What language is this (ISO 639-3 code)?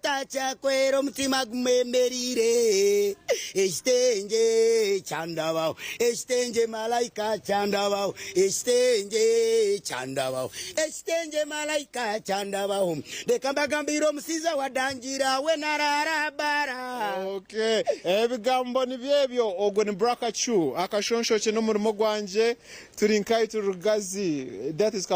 nyn